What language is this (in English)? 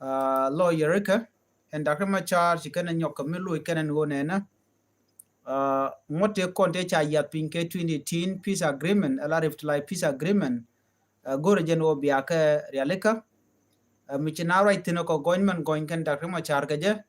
Nuer